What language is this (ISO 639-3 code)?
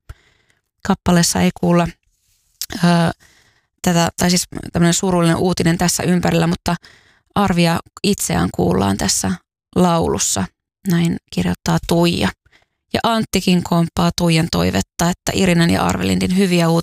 fin